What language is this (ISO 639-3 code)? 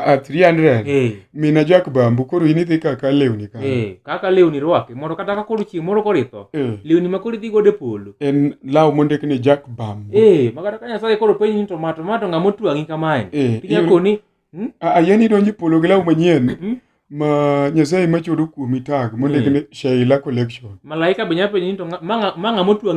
luo